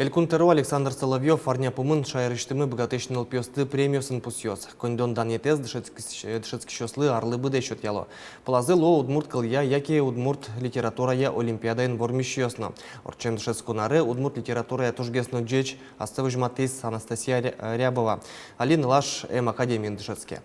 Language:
Udmurt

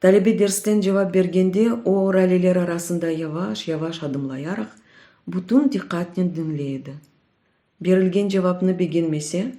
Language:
Crimean Tatar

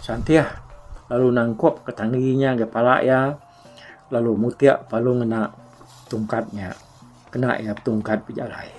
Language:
Iban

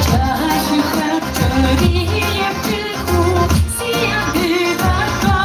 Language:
Kabardian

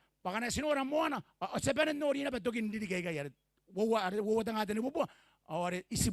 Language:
Gilbertese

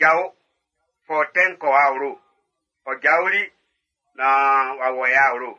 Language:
Baoulé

